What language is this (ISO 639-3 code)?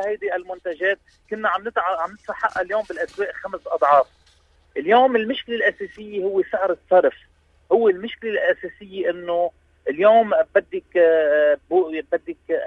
apc